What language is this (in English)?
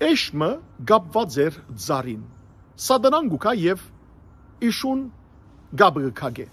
Western Armenian